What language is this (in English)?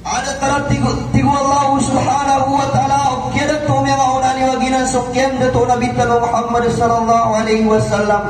Maranao